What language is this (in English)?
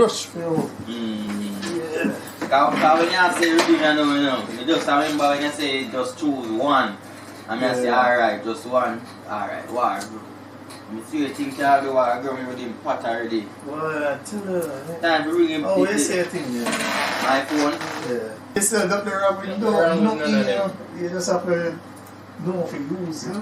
Jamaican Creole English